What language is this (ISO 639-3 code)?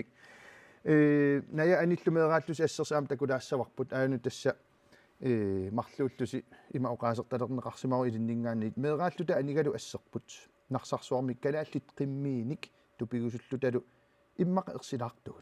kal